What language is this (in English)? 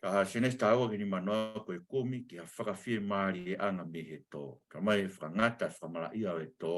Tongan